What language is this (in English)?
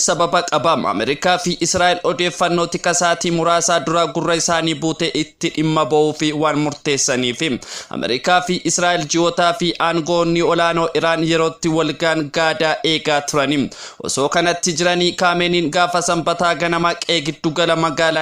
Oromo